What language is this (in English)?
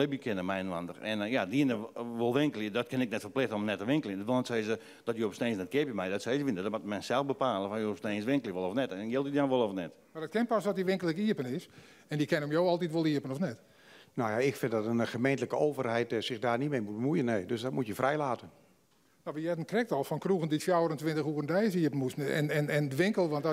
Western Frisian